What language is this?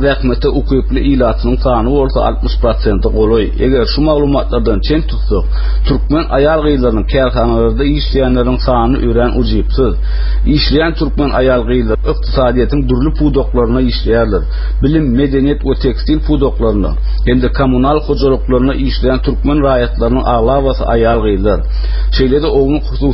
Turkmen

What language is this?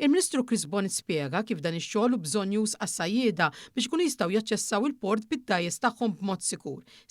Maltese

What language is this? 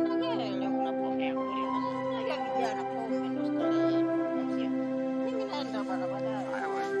Swahili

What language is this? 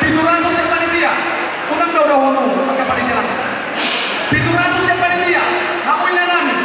Batak Toba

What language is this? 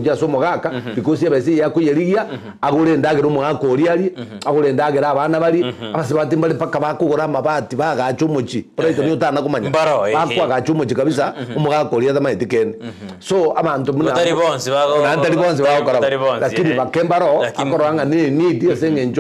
Gusii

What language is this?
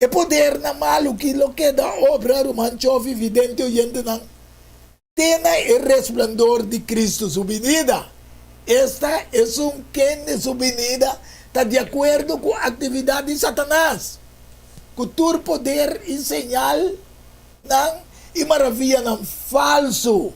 Papiamento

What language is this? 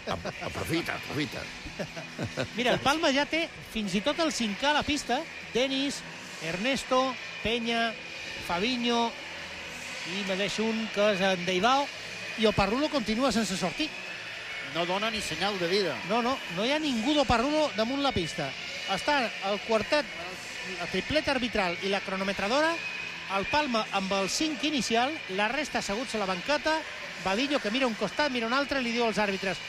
Catalan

